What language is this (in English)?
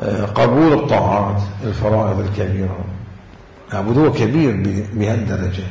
Mesopotamian Arabic